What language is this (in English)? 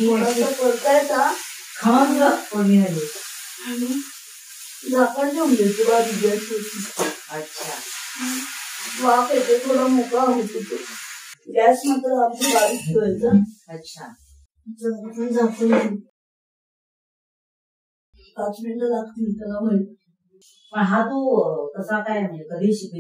Marathi